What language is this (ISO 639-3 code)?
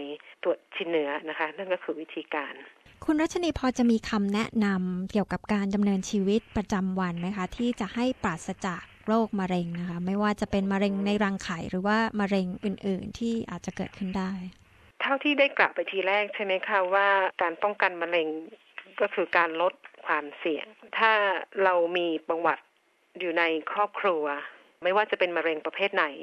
tha